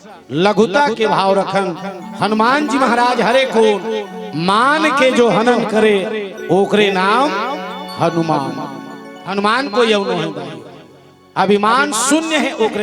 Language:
Chhattisgarhi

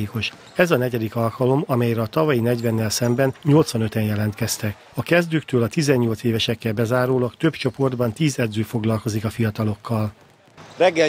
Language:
Hungarian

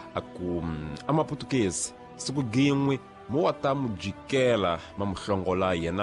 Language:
Tsonga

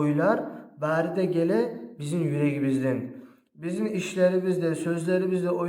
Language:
Kumyk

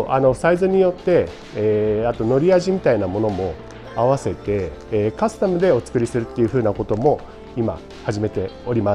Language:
Japanese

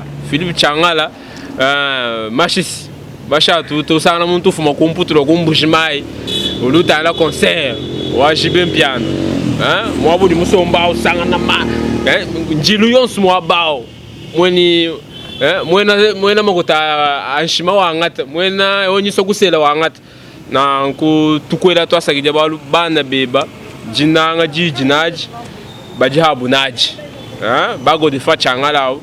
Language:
Luba-Lulua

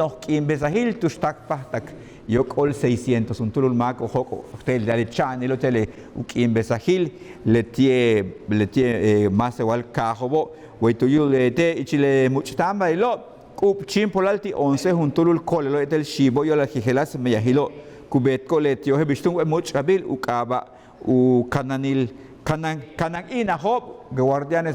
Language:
Yucateco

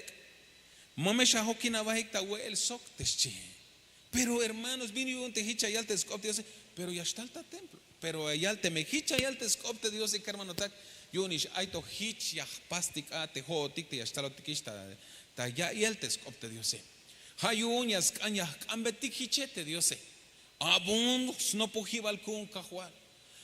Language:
Tzeltal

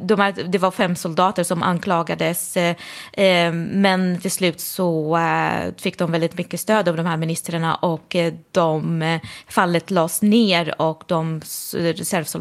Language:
Swedish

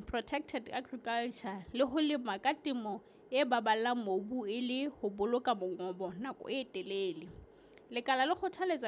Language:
Southern Sotho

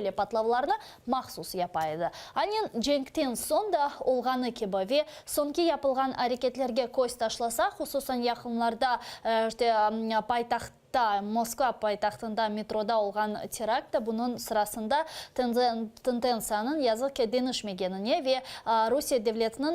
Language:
Crimean Tatar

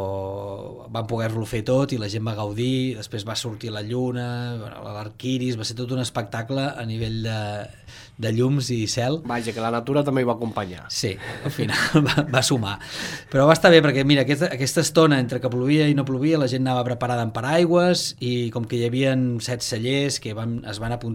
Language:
Catalan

